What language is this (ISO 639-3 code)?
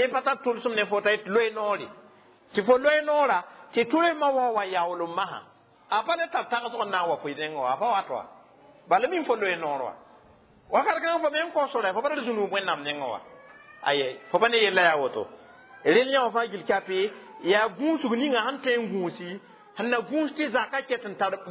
mos